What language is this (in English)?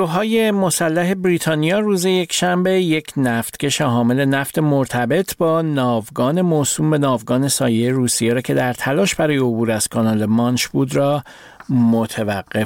Persian